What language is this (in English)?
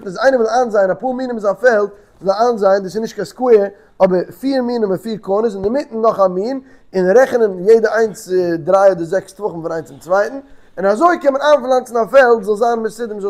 Yiddish